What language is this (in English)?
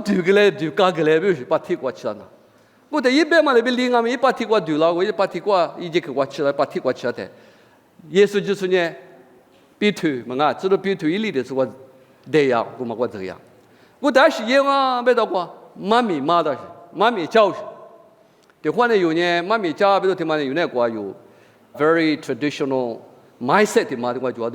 Lisu